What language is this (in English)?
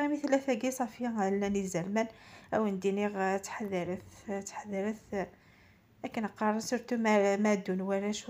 Kabyle